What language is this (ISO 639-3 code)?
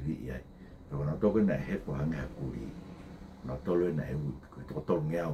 ton